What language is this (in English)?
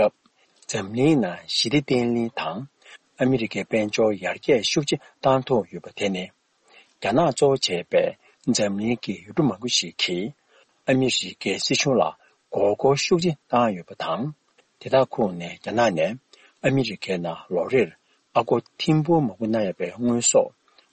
Tibetan